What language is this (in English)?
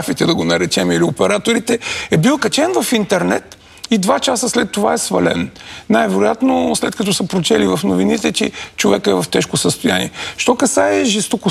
Bulgarian